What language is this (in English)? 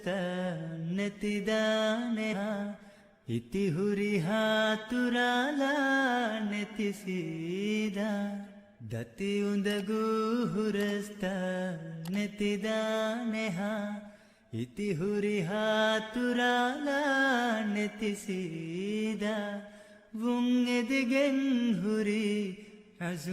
Divehi